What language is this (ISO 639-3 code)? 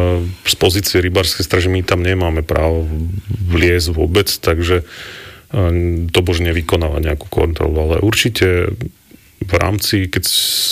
slk